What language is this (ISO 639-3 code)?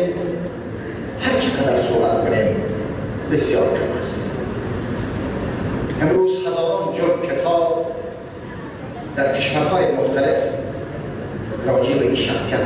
fas